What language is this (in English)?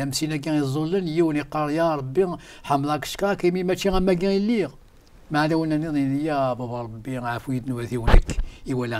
Kabyle